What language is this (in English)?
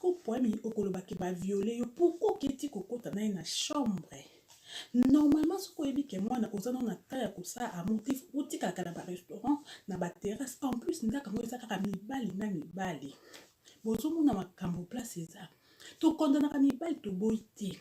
Lingala